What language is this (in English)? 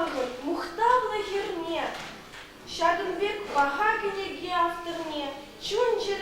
Chuvash